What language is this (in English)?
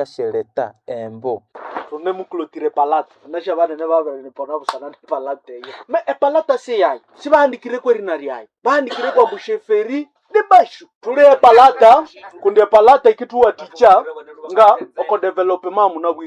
Nande